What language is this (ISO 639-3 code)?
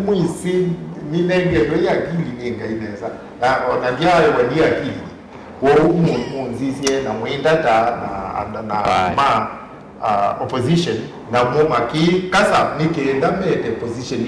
kam